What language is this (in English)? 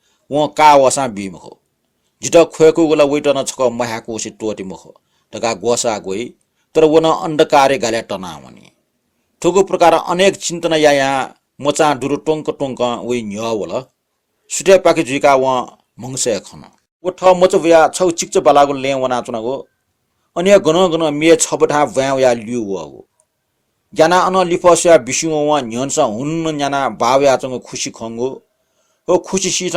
Newari